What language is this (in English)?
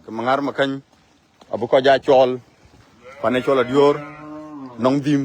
Dinka